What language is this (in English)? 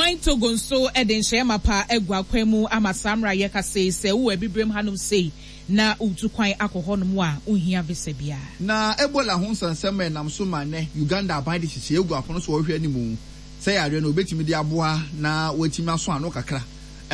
Akan